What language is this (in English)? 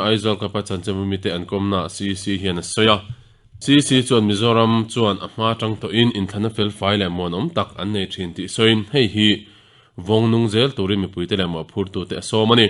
Mizo